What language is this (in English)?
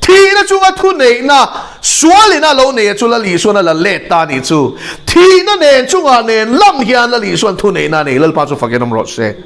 Mizo